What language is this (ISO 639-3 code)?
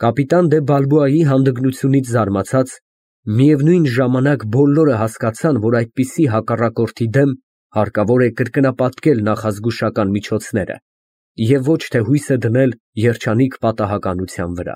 hye